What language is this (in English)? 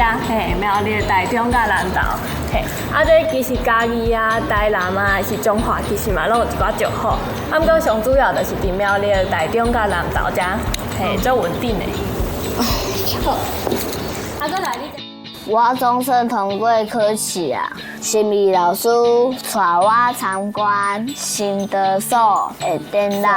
Min Nan Chinese